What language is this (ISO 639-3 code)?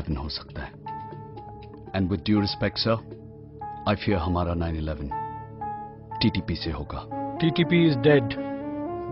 hin